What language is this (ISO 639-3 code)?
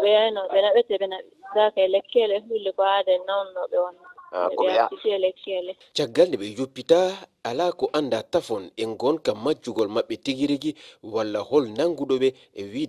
ful